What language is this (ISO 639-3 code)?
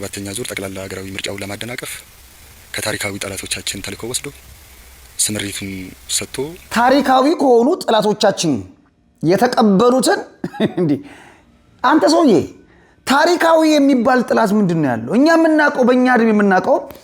amh